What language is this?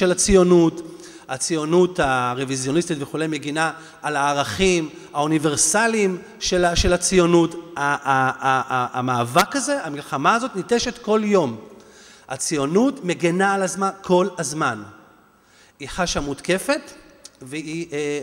Hebrew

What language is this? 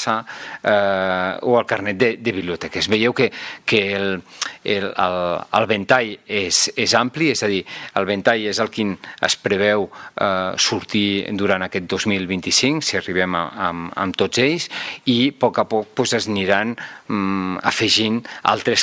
Catalan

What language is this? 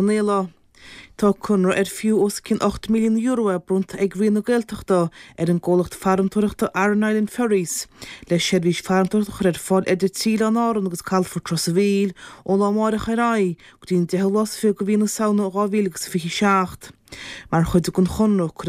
Irish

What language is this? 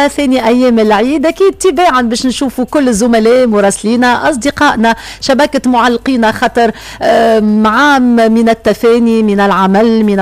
Tunisian Arabic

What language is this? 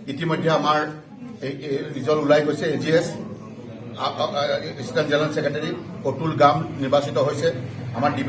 Assamese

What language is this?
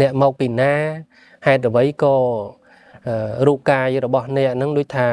Khmer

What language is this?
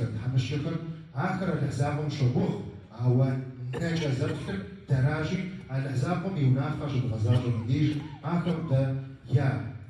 Kabardian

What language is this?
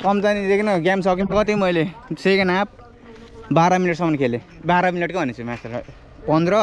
Nepali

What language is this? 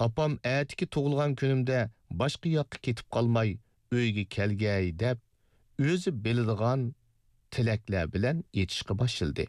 Uyghur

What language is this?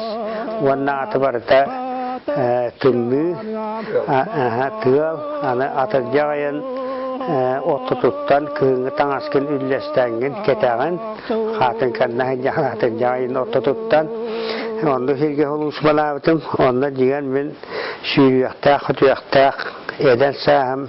Yakut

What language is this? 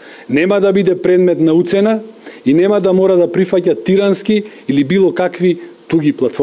Macedonian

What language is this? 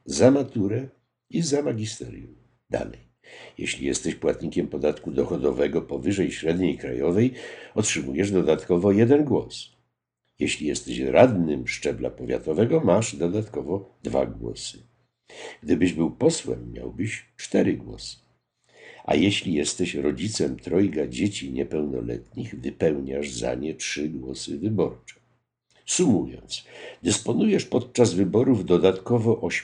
Polish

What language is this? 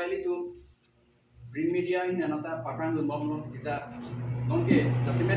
Karbi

